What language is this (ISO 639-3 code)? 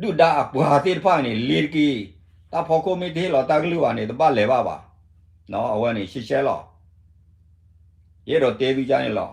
ksw